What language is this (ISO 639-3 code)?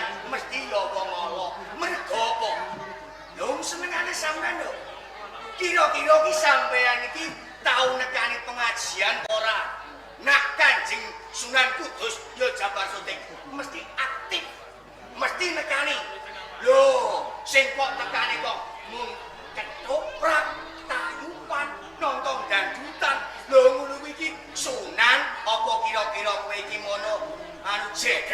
jav